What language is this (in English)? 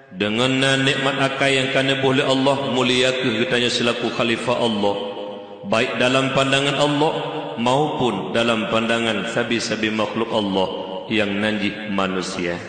Achinese